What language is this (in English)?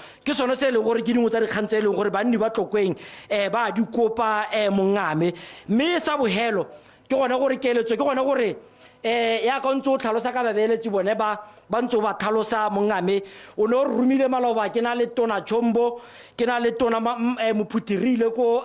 Tswana